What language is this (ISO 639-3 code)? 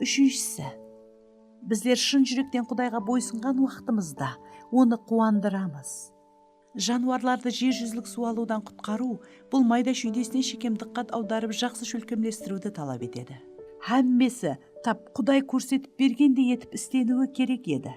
kaa